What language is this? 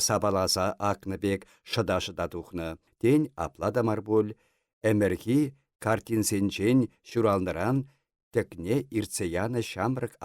Chuvash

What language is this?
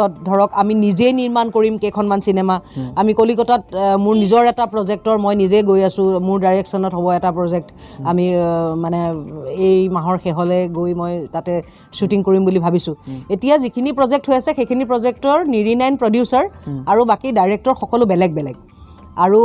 Assamese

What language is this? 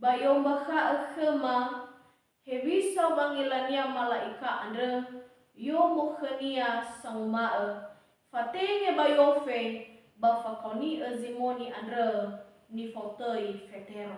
Nias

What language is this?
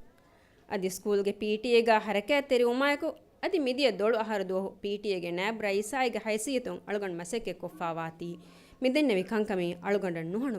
Divehi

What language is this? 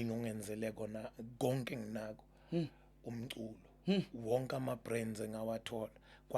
Zulu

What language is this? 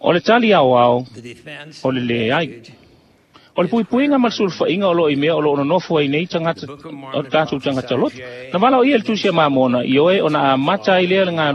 Samoan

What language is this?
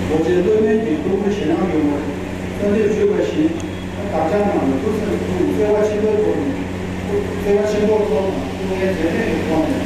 Tibetan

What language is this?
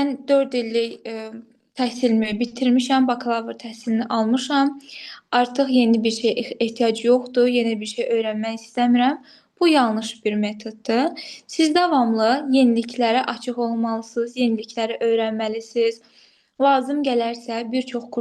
Azerbaijani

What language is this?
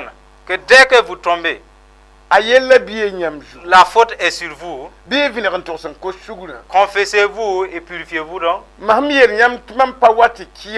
Mossi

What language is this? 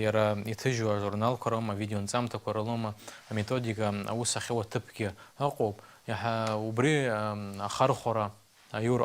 Abkhazian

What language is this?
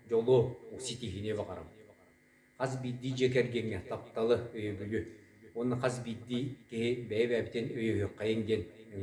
Yakut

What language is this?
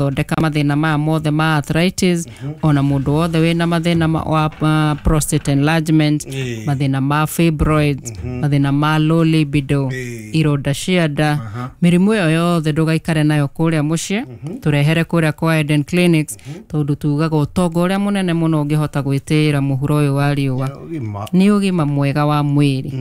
Kikuyu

